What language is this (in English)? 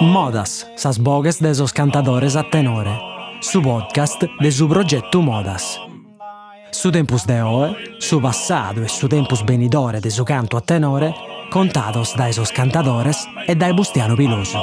Sardinian